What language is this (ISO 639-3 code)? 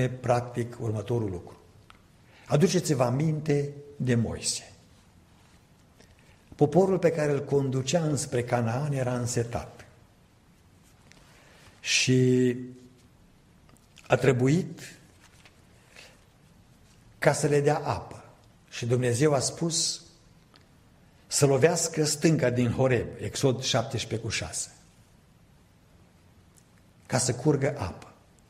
ron